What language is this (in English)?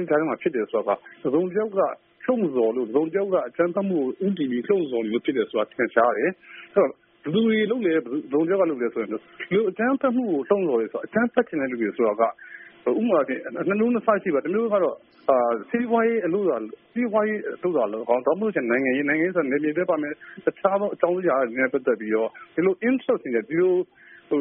Burmese